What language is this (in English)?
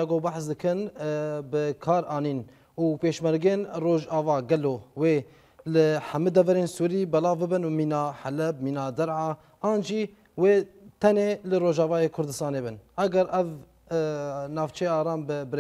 Kurdish